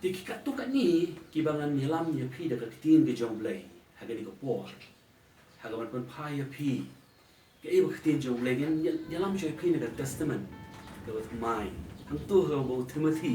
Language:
Khasi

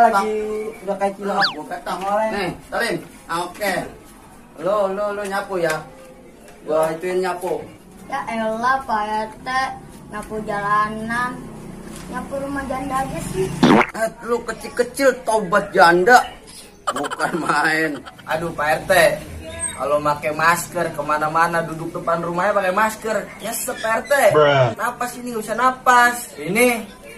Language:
Betawi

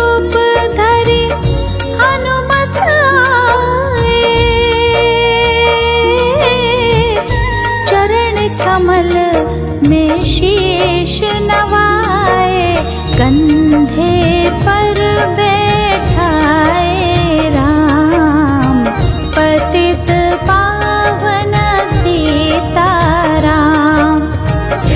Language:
Hindi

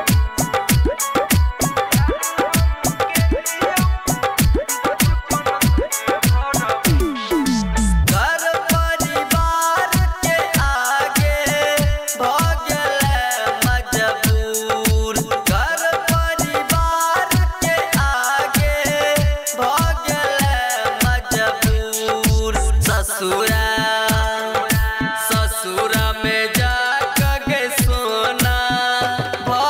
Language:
Bhojpuri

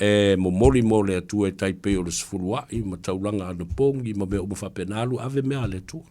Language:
Samoan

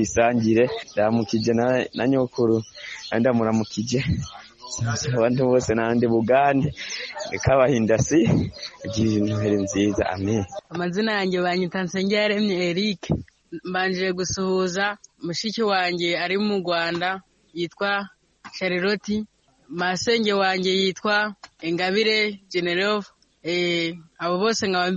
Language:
Kinyarwanda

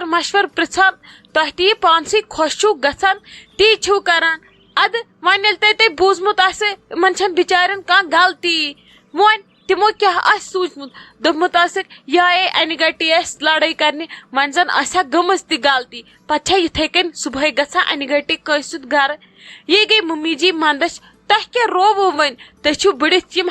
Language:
Kashmiri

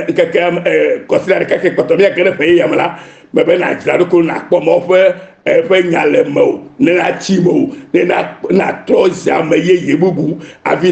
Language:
Ewe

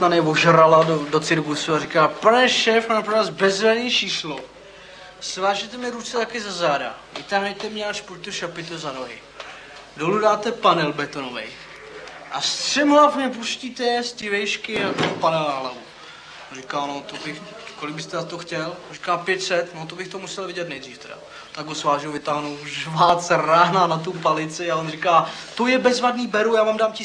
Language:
Czech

